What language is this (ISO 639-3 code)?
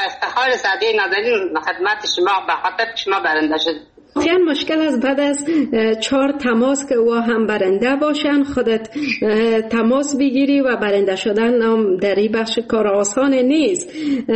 fas